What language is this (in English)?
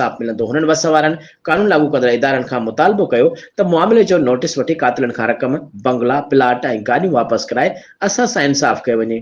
Sindhi